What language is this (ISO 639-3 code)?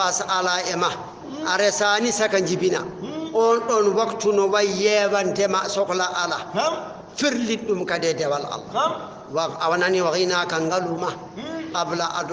ful